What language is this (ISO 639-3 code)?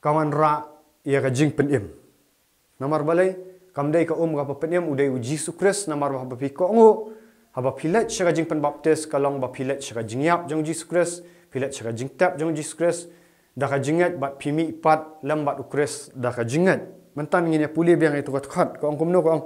kha